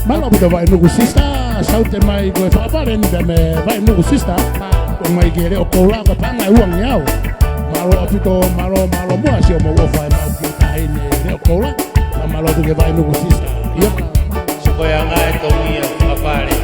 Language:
Tongan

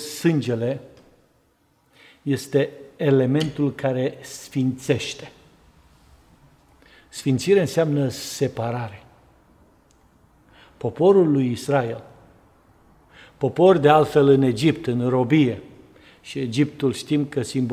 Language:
Romanian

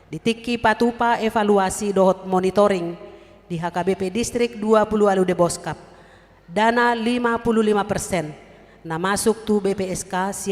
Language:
Batak Toba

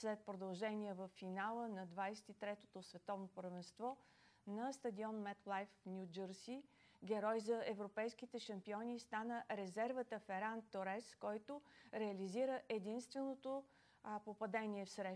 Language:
Bulgarian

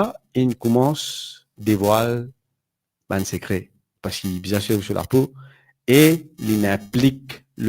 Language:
Morisyen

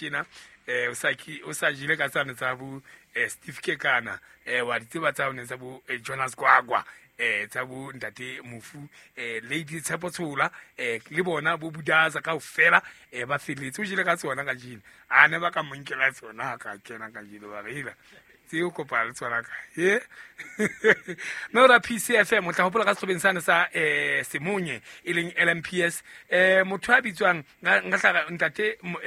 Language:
Southern Sotho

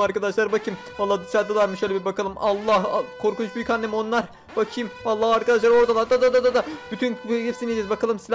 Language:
Turkish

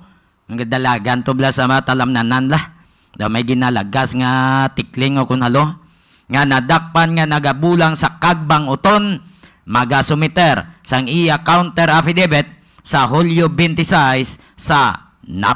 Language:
Hiligaynon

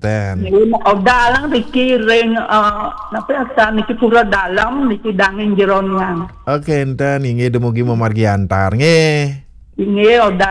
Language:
Balinese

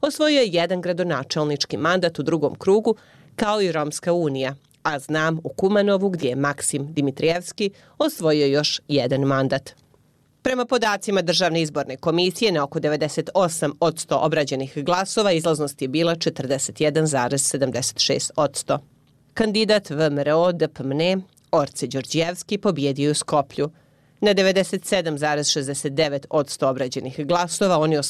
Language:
Bosnian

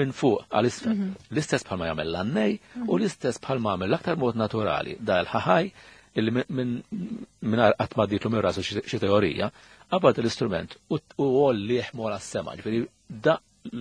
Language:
Maltese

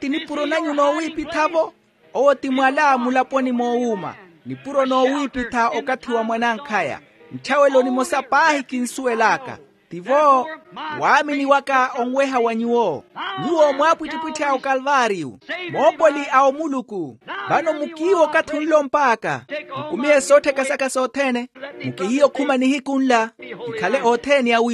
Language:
Makhuwa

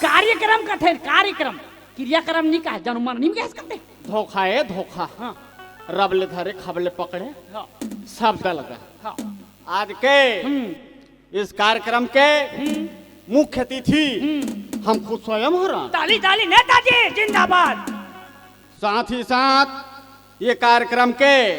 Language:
Chhattisgarhi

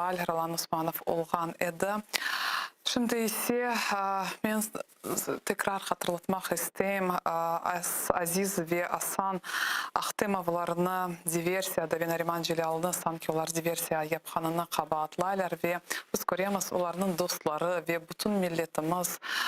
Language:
Crimean Tatar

